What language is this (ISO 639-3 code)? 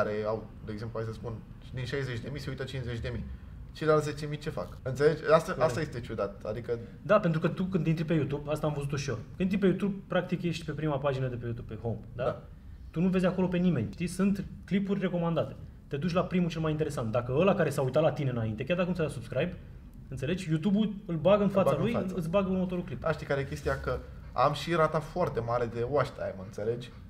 ron